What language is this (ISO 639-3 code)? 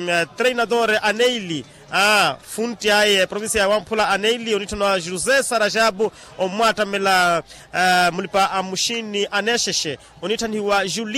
vmw